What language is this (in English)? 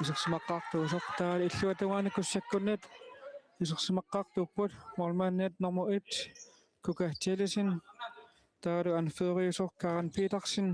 Kalaallisut